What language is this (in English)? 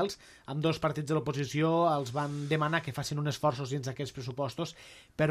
Catalan